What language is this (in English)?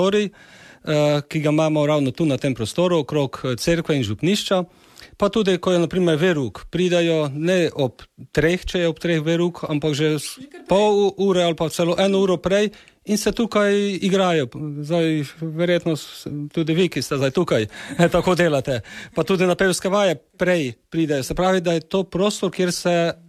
Slovenian